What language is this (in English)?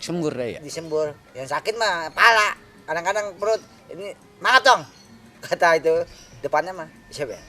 Betawi